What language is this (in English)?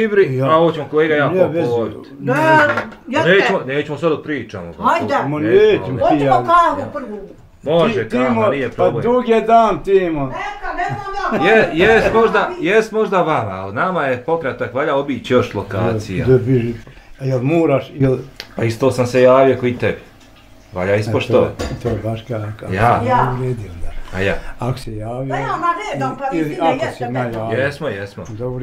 Bosnian